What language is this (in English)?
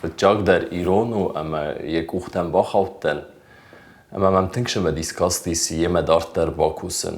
Ossetic